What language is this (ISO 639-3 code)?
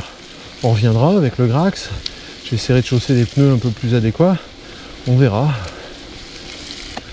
fra